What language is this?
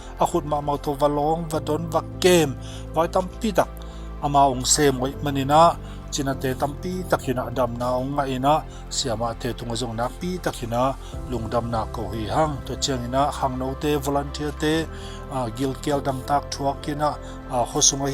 Tedim Chin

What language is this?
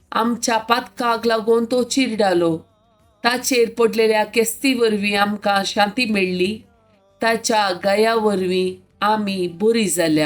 Konkani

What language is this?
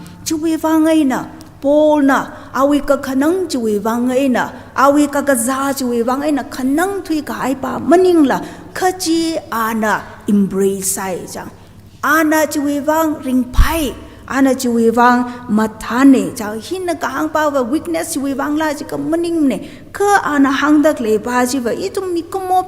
Tangkhul Naga (India)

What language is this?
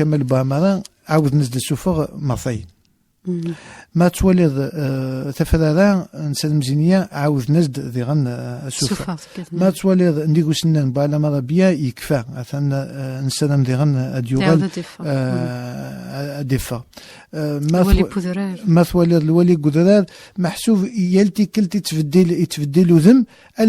Kabyle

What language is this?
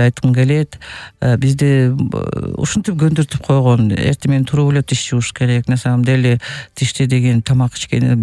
Kyrgyz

